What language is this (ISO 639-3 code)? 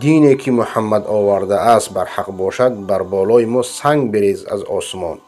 fas